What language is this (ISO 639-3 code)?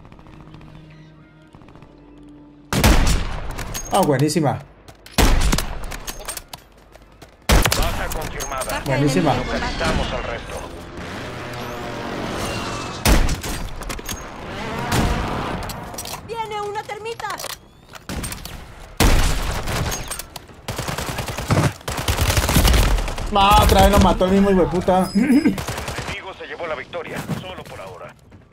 spa